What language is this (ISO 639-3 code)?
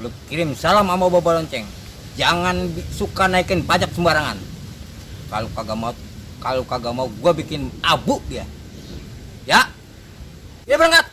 bew